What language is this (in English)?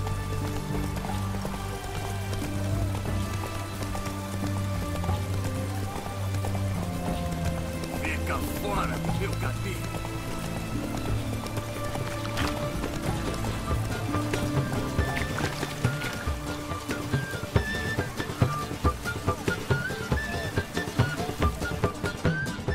Portuguese